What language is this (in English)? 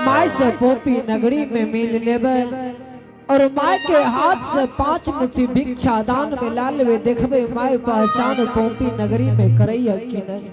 Angika